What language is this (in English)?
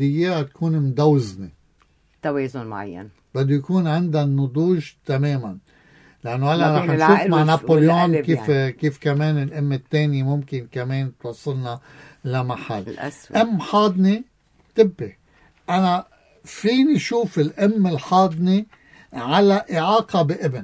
North Levantine Arabic